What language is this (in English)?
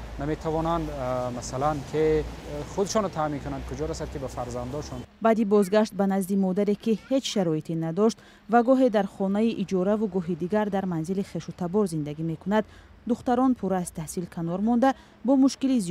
Tajik